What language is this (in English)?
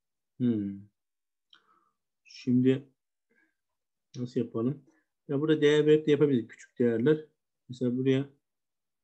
Turkish